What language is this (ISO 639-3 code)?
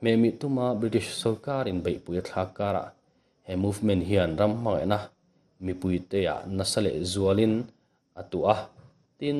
lus